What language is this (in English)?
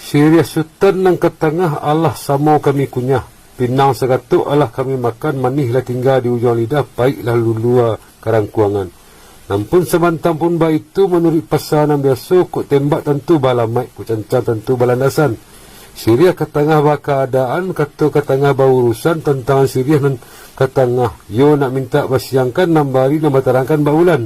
Minangkabau